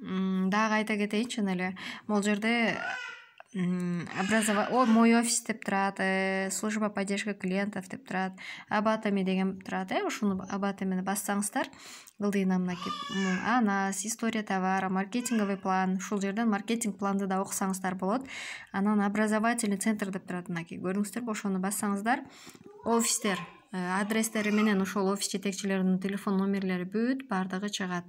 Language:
Kyrgyz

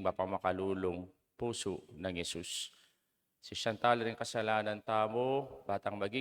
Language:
Pampanga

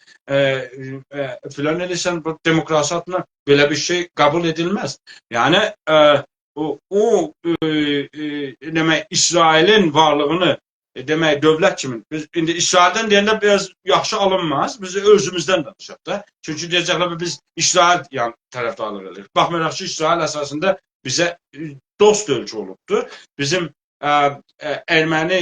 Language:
South Azerbaijani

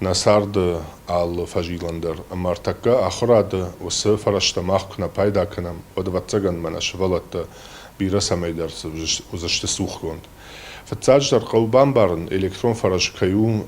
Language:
Ossetic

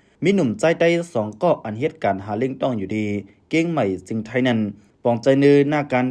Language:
Shan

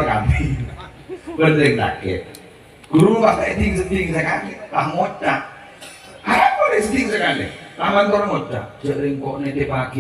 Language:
Madurese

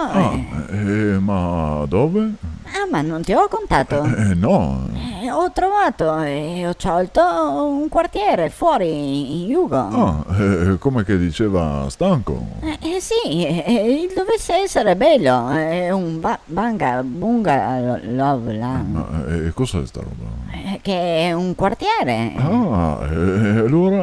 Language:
Venetian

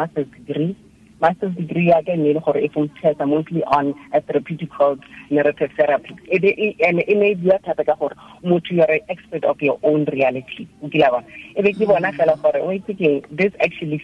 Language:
Tswana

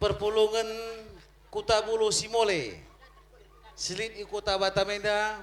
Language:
Batak Karo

